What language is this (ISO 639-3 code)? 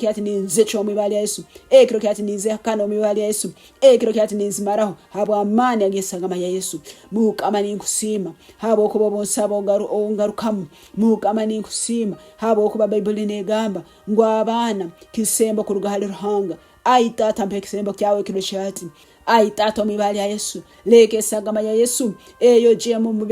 nyn